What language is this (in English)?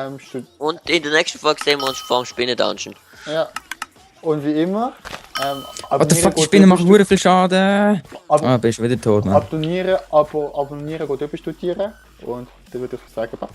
Swiss German